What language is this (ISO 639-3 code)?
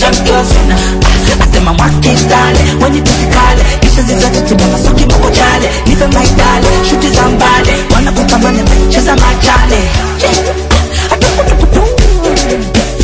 swa